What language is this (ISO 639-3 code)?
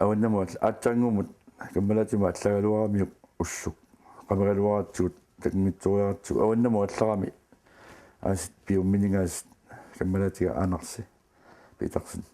kal